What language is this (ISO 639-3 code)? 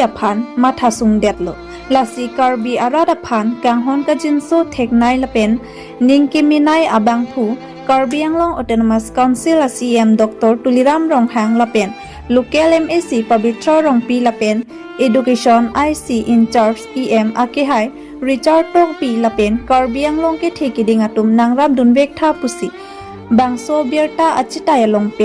mjw